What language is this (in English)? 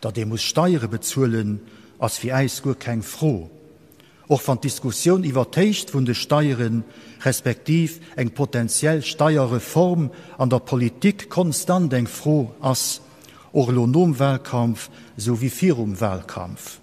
Luxembourgish